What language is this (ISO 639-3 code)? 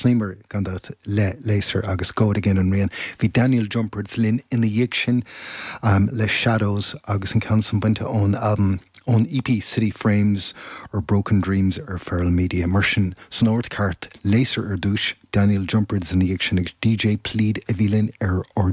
gle